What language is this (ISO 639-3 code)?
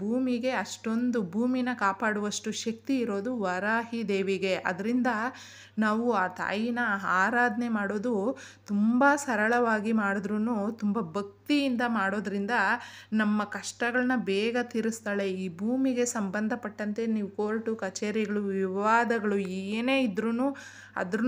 kan